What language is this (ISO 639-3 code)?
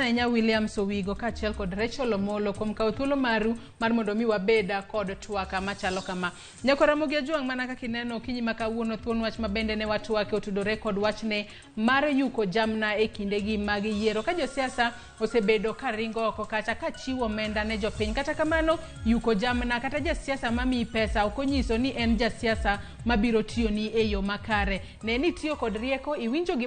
luo